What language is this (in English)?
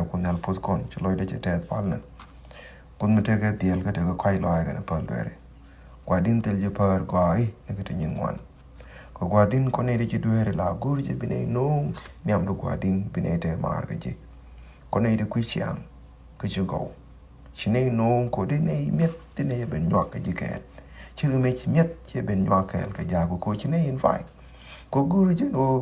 Nuer